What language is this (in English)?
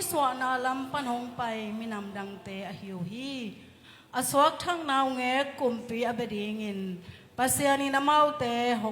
Tedim Chin